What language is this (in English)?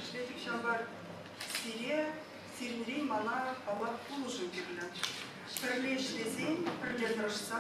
Chuvash